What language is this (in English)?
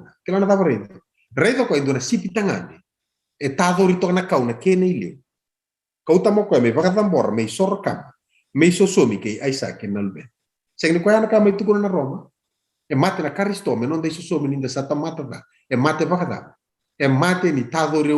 Fijian